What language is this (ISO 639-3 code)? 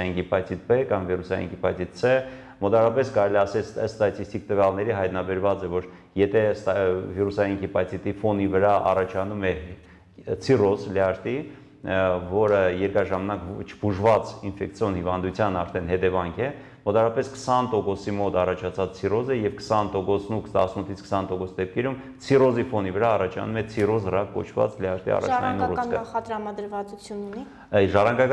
hye